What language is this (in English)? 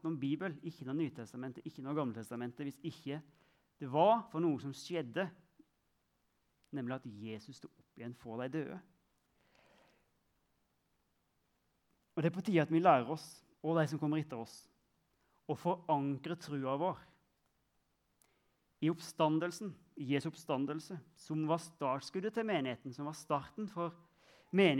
Norwegian